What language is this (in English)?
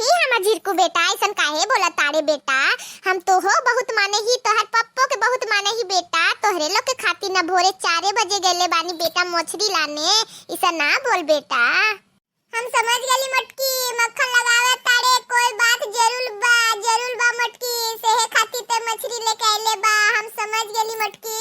Bhojpuri